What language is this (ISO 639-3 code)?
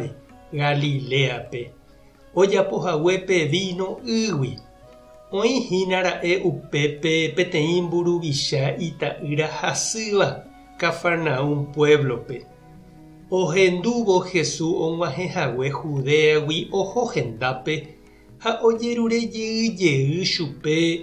grn